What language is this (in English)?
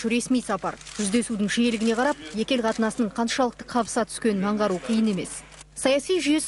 Kazakh